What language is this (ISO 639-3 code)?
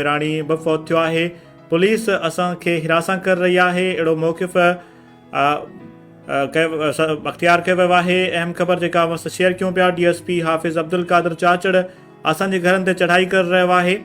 snd